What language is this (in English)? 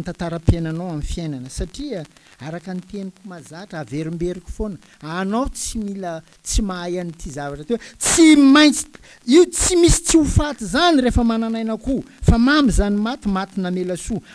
Malagasy